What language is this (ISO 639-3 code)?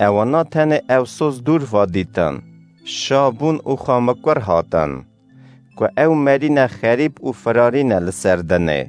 kur